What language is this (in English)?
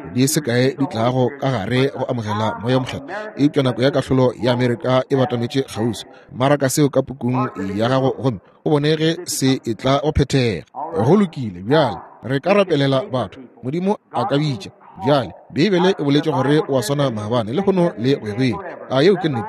Northern Sotho